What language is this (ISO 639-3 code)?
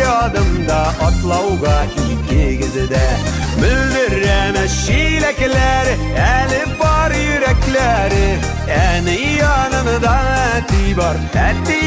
bak